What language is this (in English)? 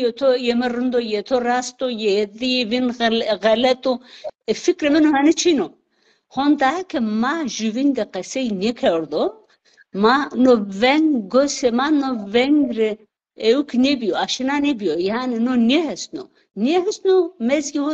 Zaza